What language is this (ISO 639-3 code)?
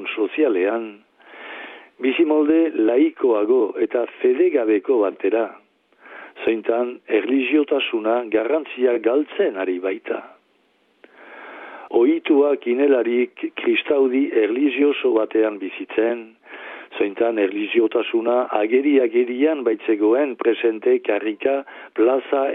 eus